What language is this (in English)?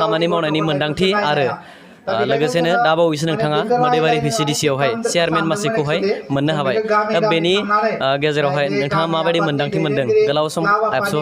Bodo